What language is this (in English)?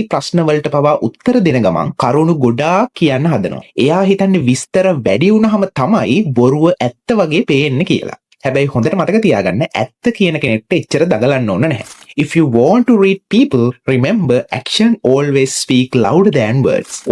Sinhala